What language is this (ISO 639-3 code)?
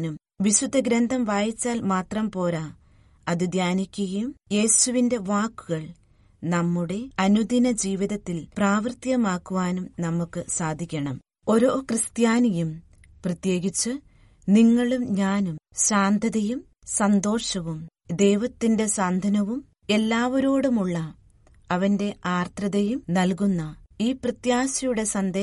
mal